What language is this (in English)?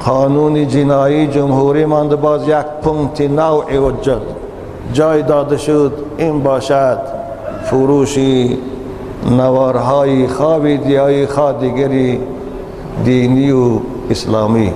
Tajik